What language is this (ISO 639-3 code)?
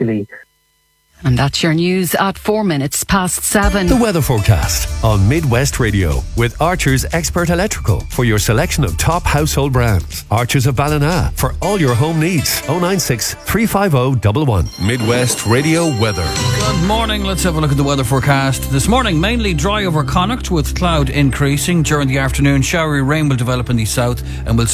eng